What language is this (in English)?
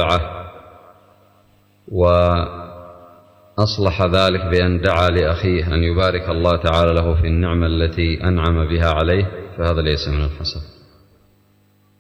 Arabic